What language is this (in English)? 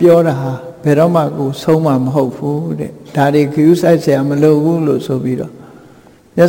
Burmese